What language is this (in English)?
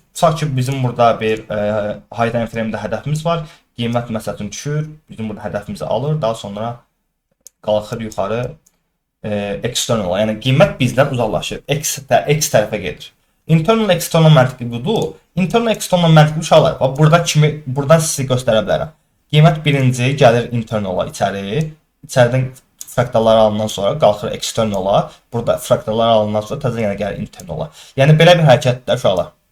Azerbaijani